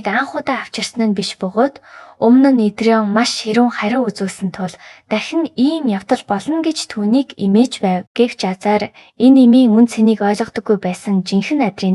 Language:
Mongolian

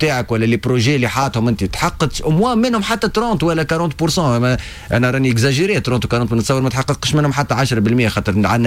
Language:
Tunisian Arabic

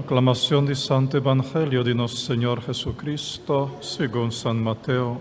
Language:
Papiamento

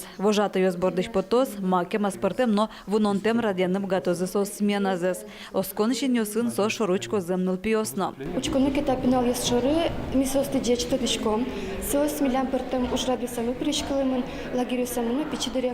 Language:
Udmurt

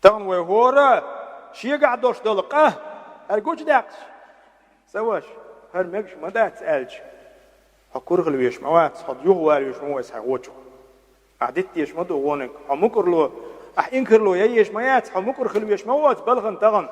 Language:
Chechen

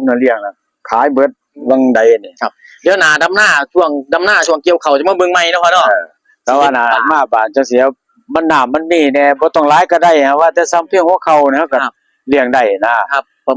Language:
Northeastern Thai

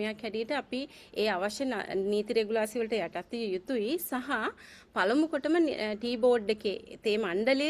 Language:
Sinhala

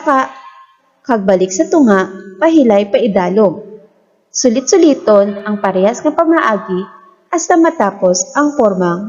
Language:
Hiligaynon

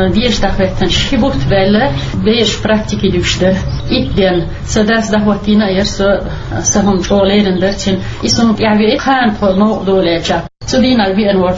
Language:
Chechen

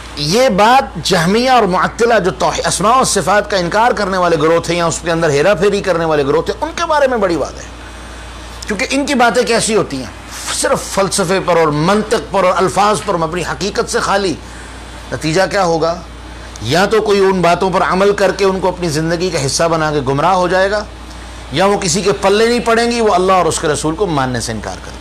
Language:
Urdu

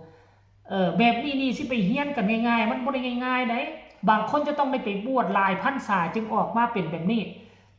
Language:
Northeastern Thai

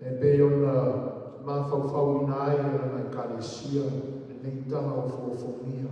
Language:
Samoan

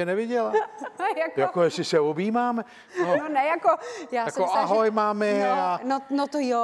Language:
Czech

